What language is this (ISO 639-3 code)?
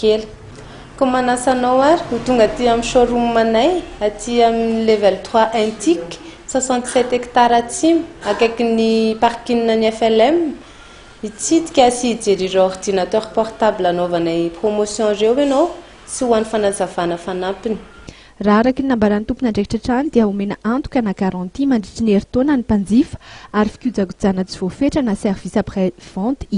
mlg